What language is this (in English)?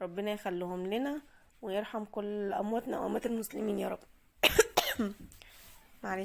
Egyptian Arabic